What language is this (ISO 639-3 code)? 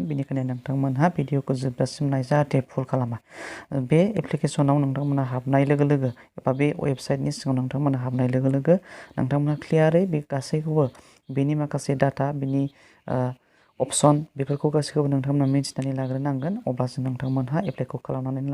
brx